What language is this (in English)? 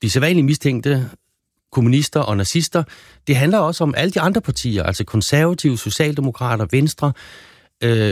Danish